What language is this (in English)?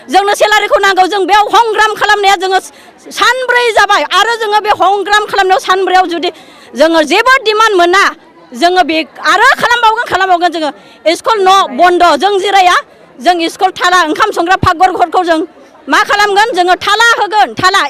Bodo